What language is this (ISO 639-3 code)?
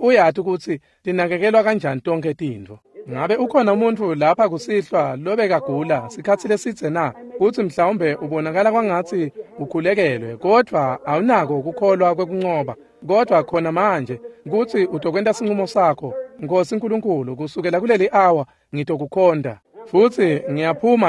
ssw